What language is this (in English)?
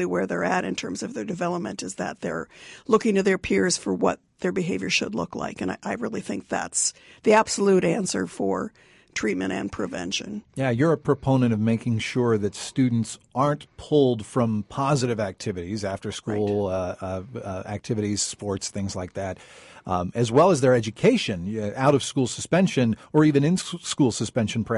English